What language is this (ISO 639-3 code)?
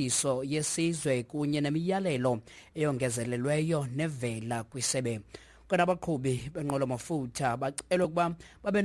xho